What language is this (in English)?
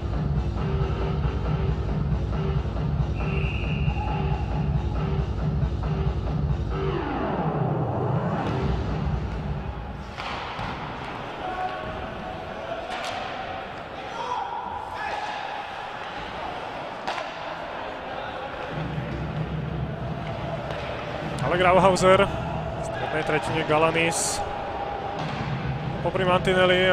Slovak